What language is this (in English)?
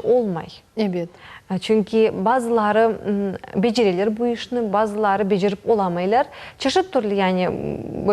Crimean Tatar